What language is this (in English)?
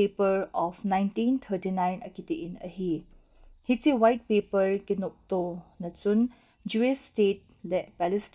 Thado Chin